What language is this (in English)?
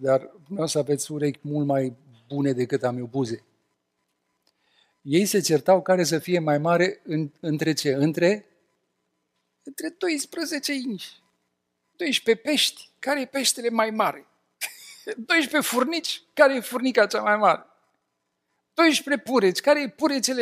Romanian